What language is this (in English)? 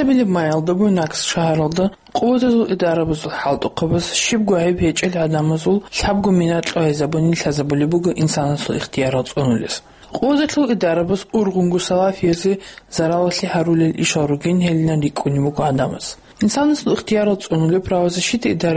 Avaric